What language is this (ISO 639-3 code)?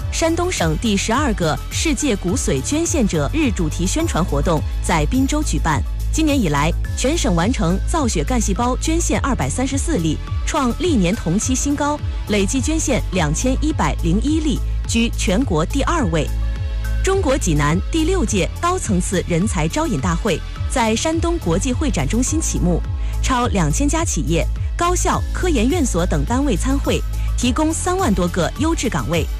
zho